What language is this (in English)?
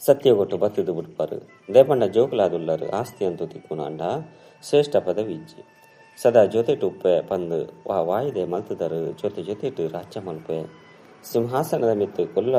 Tulu